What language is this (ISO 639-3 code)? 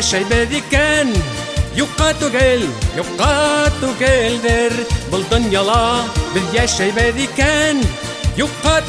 bak